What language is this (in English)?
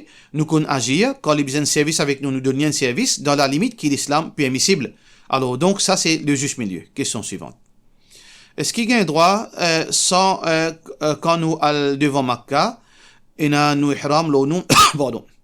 Morisyen